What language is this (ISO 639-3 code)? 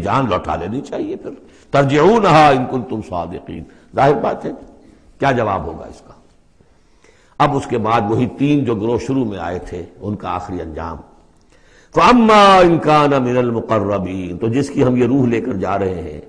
urd